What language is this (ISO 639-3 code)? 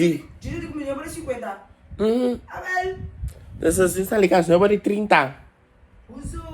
pap